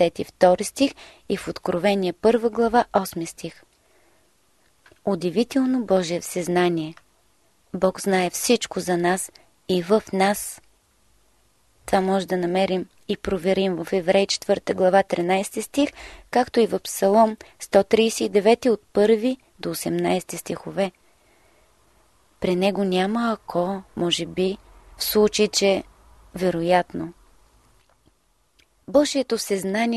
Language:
Bulgarian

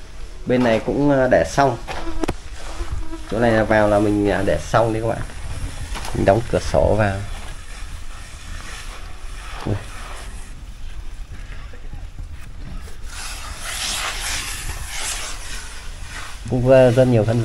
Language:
Vietnamese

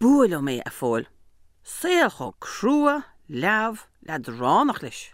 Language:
Irish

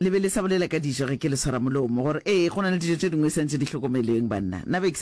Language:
Northern Sotho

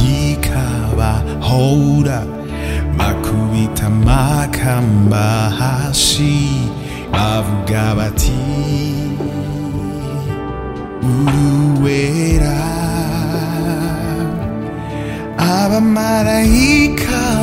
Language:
Kinyarwanda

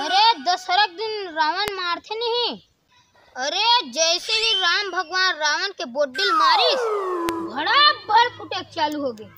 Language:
Chhattisgarhi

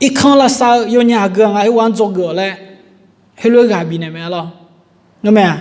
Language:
Akha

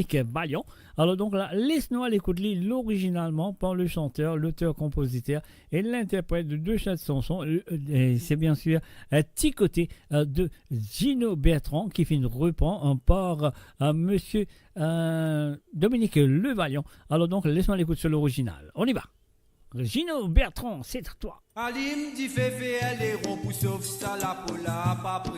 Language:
Morisyen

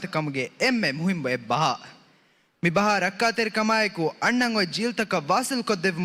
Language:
Divehi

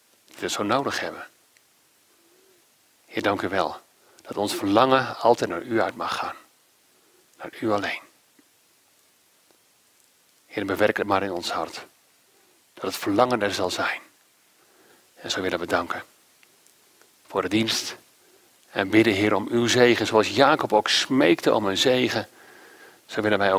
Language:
Dutch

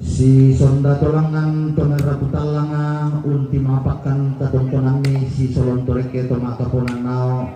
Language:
Toraja-Sa'dan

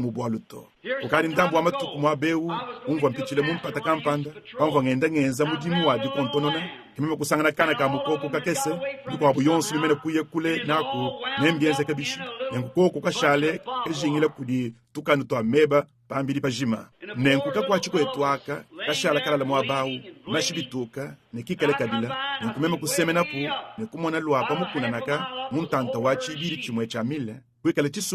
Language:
Luba-Lulua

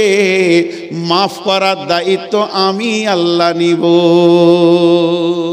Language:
Bangla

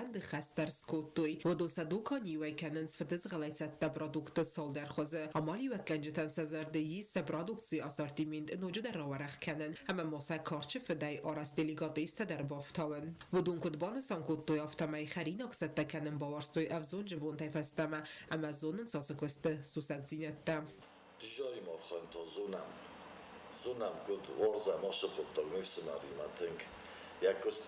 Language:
Ossetic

